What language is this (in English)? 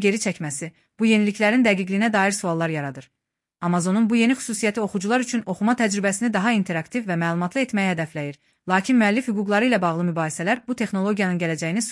Azerbaijani